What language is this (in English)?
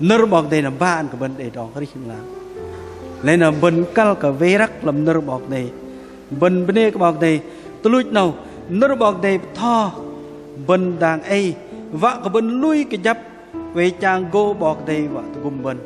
Bahnar